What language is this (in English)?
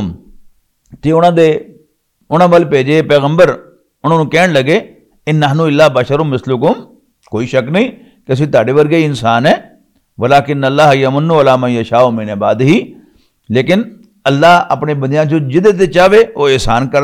Western Panjabi